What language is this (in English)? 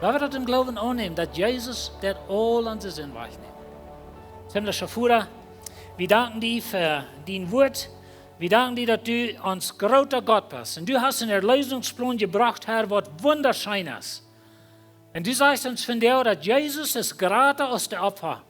Plautdietsch